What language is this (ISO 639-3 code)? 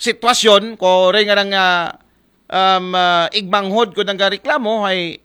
akl